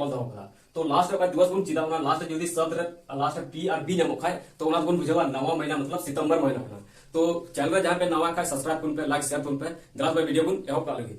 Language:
Santali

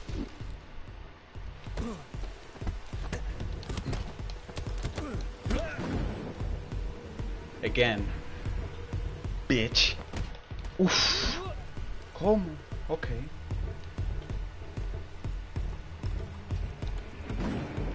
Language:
English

